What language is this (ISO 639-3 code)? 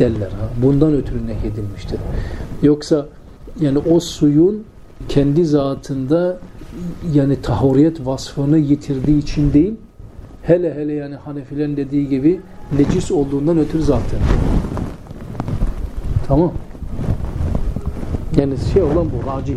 tur